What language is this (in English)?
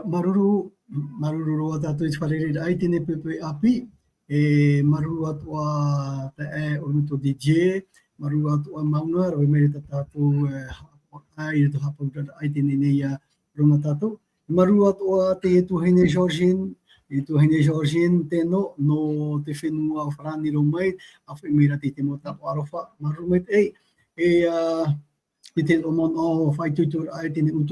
Tahitian